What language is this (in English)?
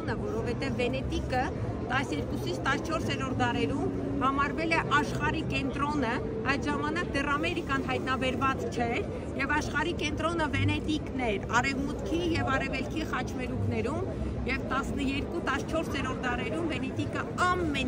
Western Armenian